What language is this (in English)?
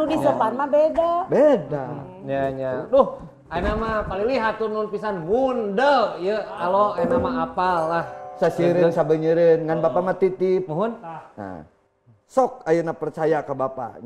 Sundanese